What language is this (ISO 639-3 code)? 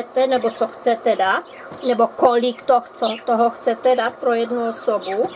ces